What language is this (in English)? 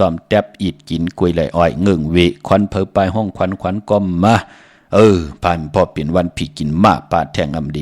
Shan